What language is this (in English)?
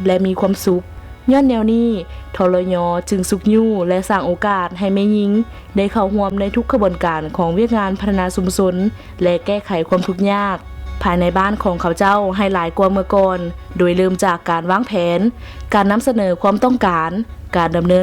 Lao